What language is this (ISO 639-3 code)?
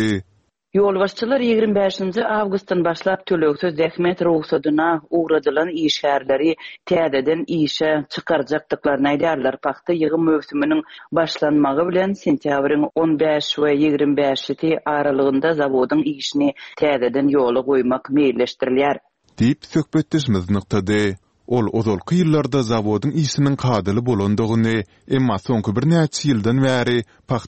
tuk